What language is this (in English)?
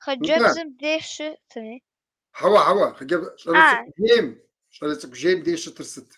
Kabardian